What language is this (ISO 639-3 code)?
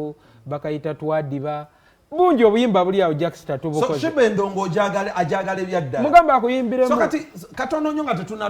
lug